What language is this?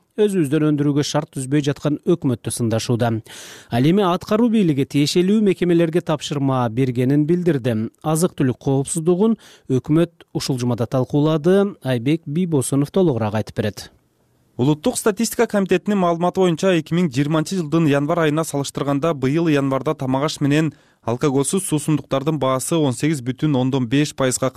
Kyrgyz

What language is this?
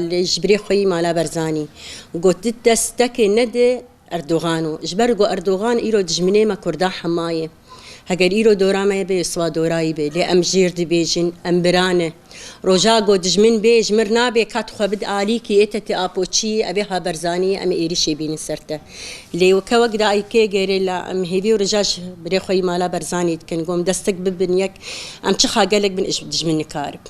Kurdish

